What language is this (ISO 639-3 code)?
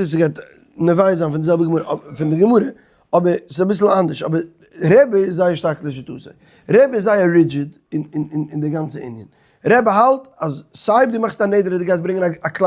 yid